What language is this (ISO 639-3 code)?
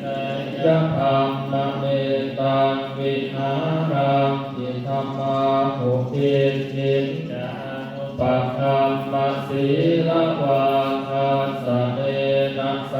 pli